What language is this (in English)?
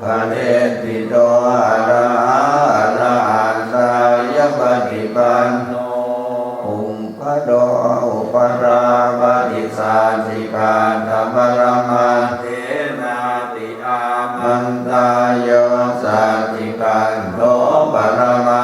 Pali